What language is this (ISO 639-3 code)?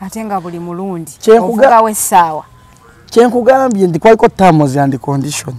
lug